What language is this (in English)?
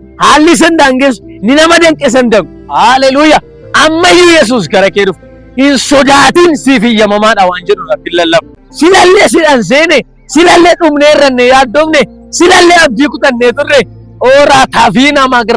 Oromo